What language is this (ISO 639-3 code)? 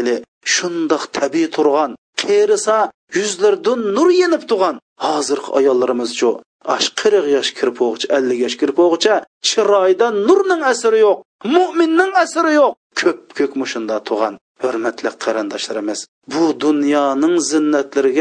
uig